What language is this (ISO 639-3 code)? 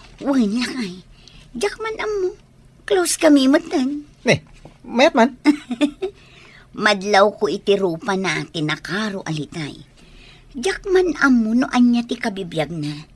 ilo